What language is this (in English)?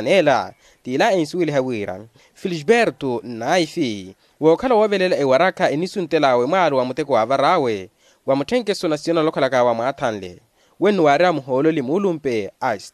Makhuwa